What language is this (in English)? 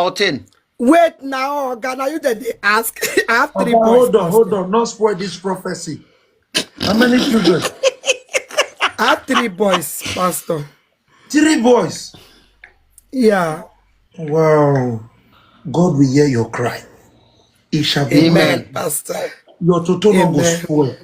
Nigerian Pidgin